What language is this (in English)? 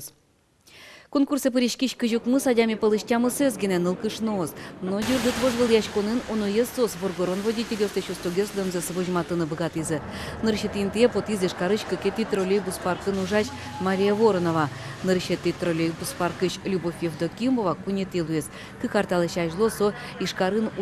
Udmurt